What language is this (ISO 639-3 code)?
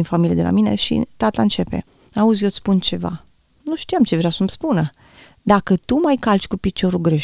ron